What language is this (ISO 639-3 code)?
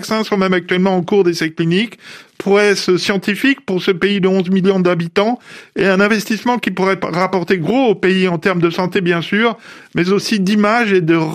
fra